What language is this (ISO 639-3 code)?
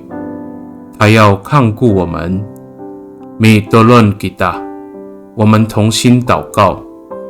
ami